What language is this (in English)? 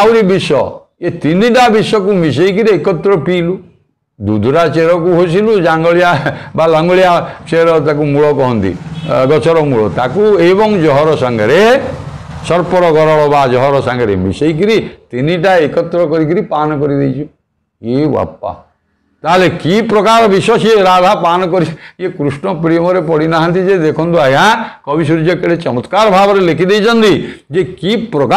Odia